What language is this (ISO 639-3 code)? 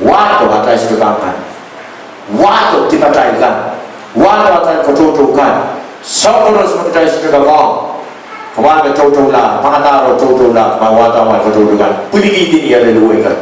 pon